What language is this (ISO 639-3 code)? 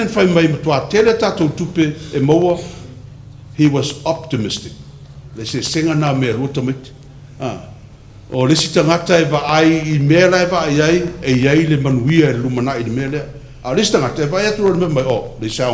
smo